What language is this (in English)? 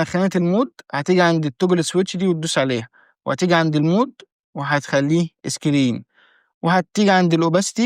Egyptian Arabic